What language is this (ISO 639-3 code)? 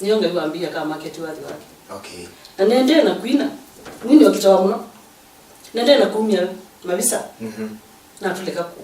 kam